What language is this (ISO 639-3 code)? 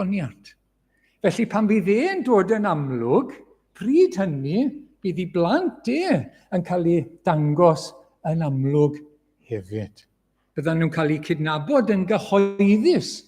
cym